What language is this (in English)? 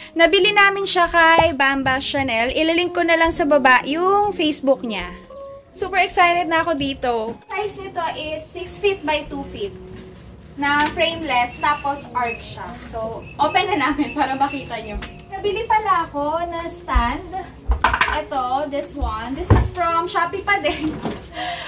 Filipino